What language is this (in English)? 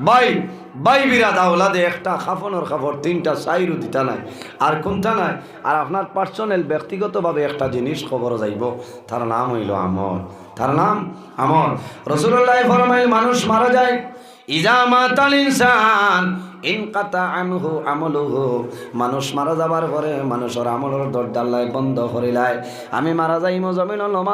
Sylheti